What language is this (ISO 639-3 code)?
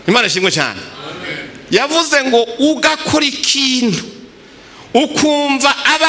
run